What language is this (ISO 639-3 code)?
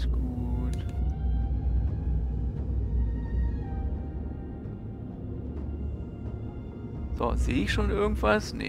deu